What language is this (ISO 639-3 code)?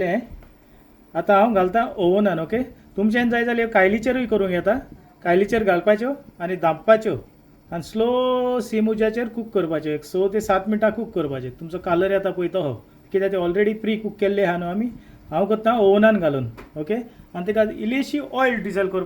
kok